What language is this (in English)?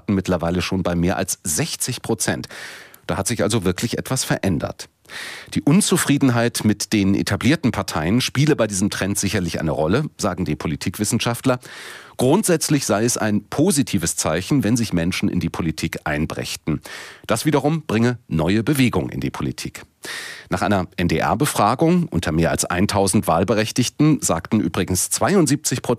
German